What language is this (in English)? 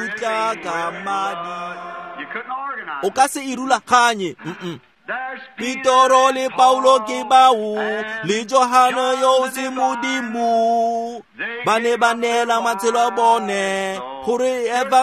Tswana